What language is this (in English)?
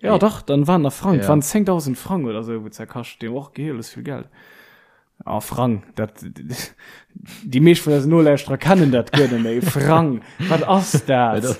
Luxembourgish